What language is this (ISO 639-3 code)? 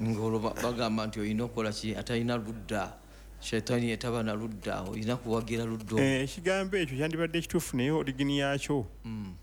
lug